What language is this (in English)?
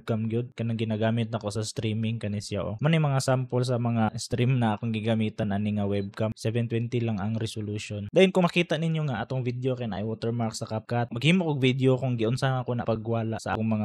Cebuano